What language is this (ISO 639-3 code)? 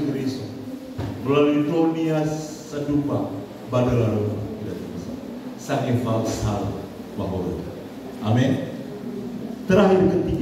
nia